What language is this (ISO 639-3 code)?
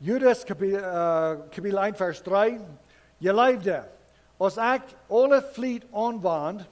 pdt